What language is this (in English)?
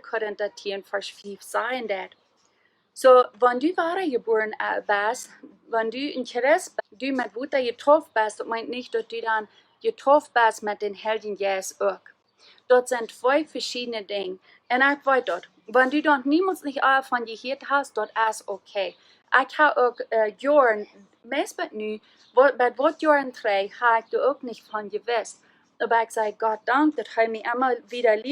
Plautdietsch